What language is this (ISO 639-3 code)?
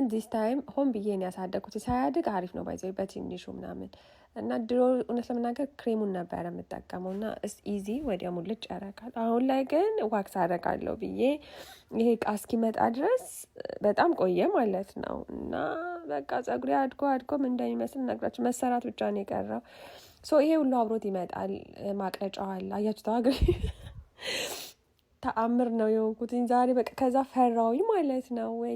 amh